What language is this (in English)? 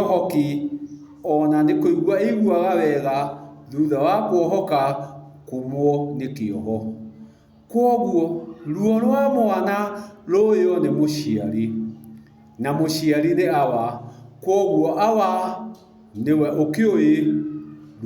Kikuyu